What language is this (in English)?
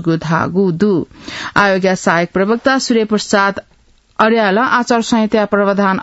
Newari